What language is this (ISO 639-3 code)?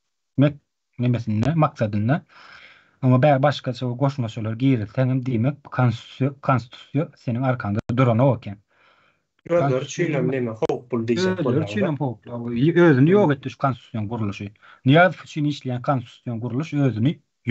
tuk